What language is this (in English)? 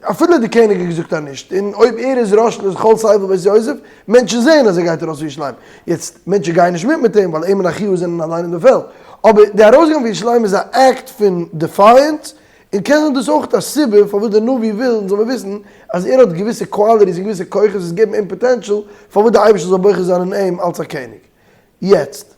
Yiddish